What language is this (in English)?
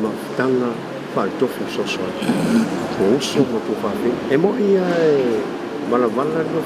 Samoan